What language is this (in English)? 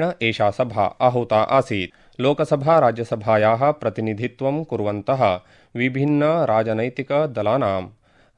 Sanskrit